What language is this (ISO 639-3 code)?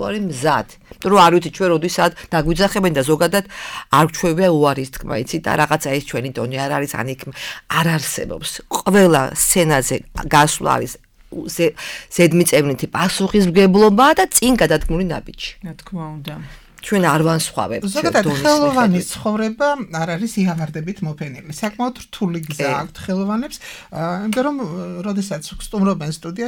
kat